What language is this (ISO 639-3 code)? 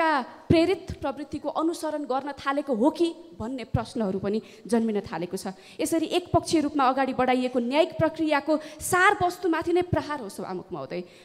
nep